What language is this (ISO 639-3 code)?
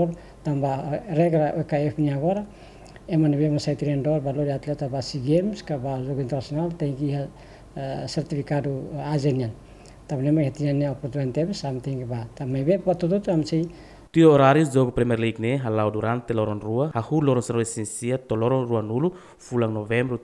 tet